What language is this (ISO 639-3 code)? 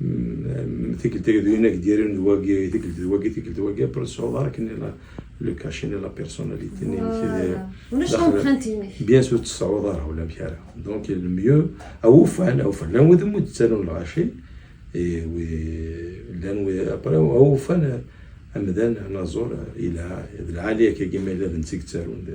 kab